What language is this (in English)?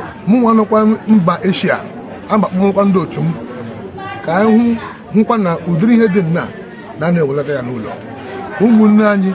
Igbo